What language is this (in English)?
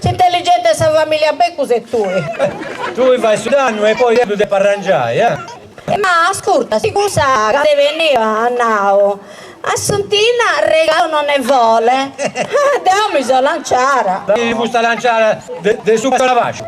Sardinian